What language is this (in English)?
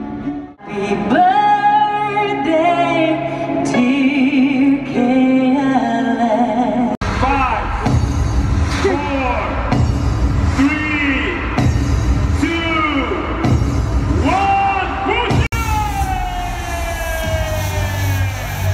French